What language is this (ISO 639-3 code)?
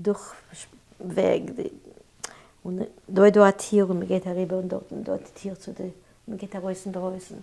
yid